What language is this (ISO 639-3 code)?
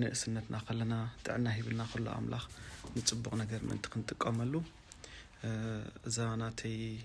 tir